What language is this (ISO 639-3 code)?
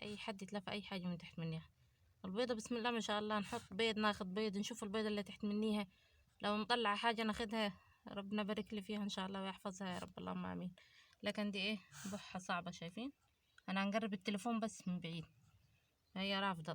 arz